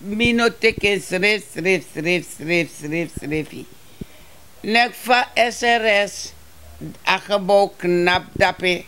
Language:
Sranan Tongo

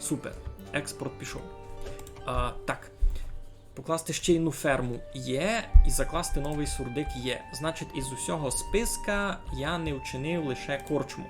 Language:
Rusyn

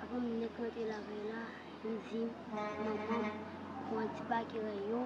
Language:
Haitian Creole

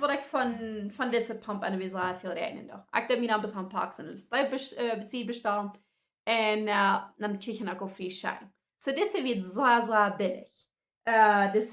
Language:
Plautdietsch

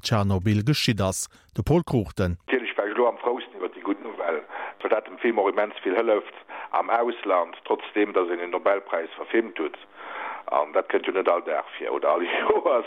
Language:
Luxembourgish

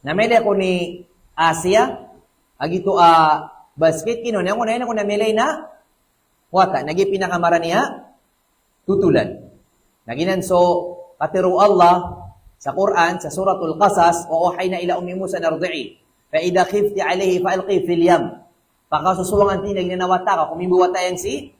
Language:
Maranao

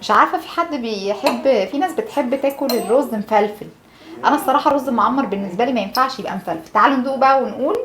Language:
Egyptian Arabic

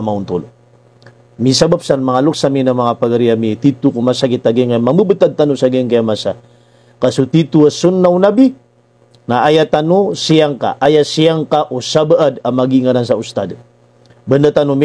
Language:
Maranao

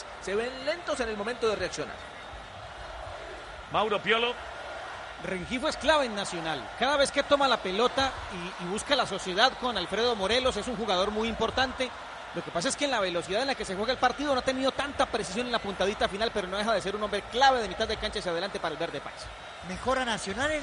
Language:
Spanish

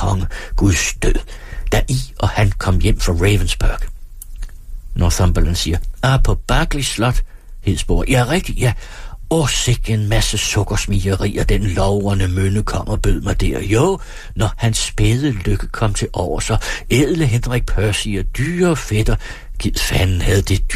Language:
Danish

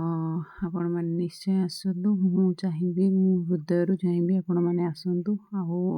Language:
Odia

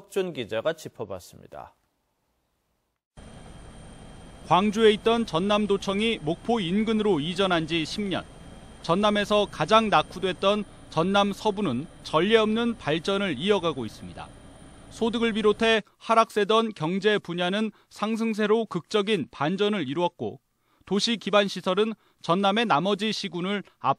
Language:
Korean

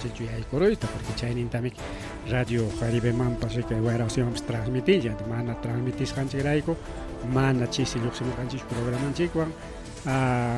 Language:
Ayacucho Quechua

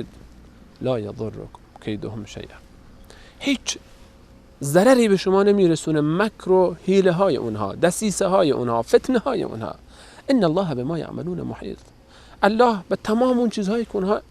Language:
Persian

